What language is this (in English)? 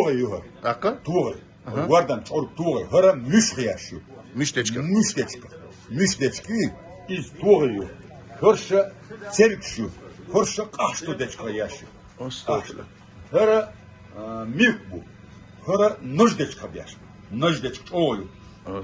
Chechen